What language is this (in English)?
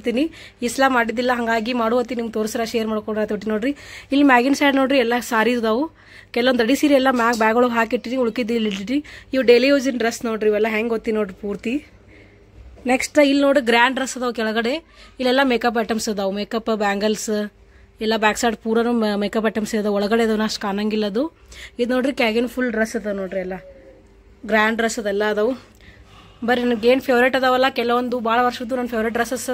Kannada